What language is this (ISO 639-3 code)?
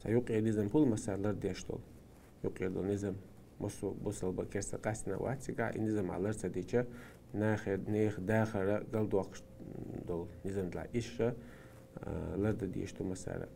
che